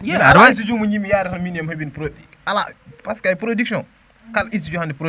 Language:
Fula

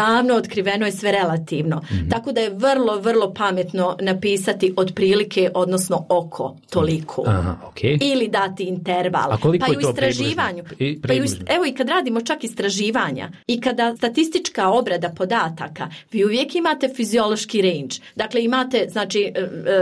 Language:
Croatian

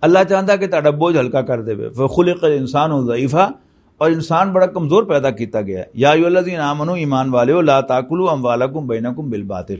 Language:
Western Panjabi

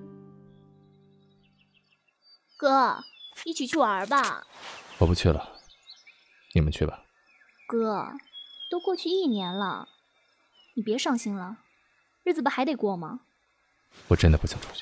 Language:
Chinese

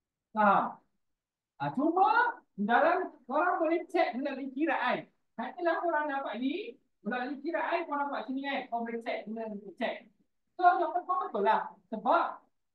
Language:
Malay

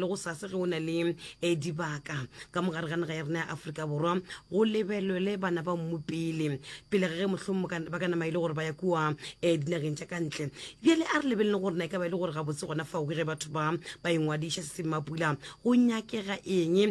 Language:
Northern Sotho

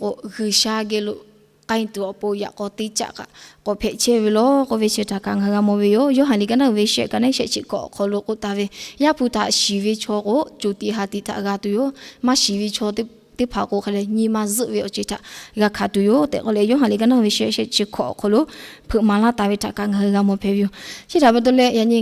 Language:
Lahu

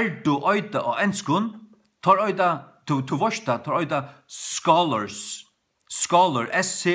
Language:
Faroese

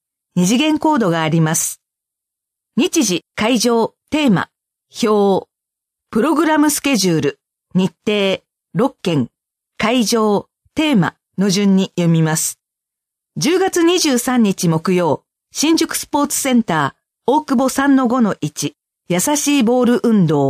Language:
Japanese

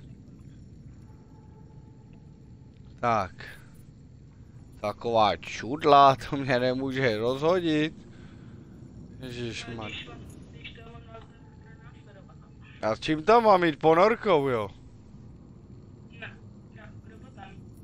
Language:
Czech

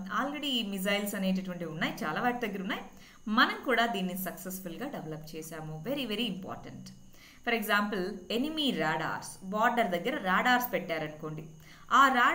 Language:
Telugu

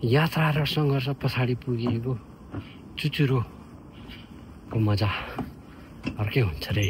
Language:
Nepali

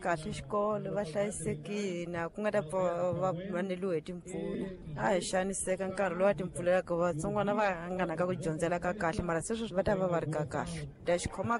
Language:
Tsonga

